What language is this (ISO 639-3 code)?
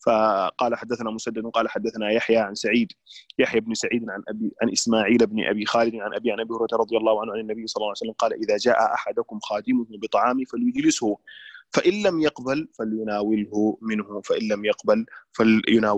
ara